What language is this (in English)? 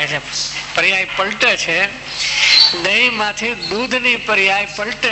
Gujarati